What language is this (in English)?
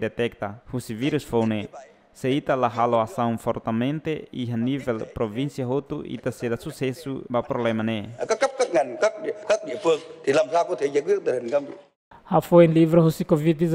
Tetum